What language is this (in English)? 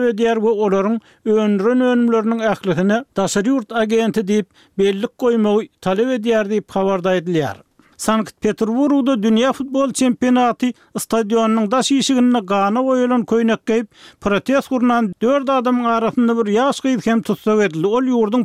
Turkmen